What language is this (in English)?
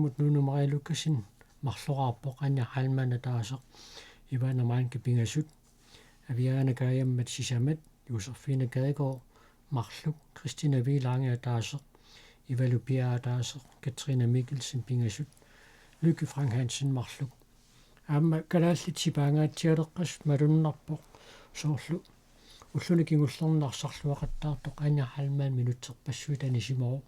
Kalaallisut